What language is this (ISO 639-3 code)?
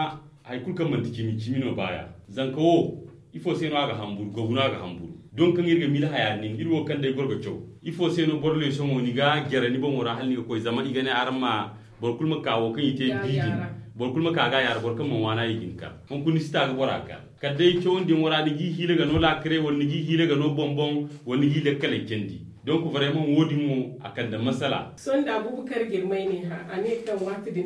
dje